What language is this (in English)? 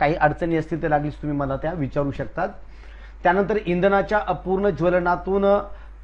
Marathi